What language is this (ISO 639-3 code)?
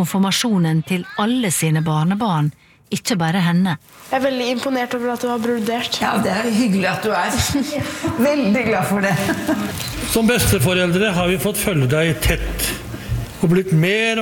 nor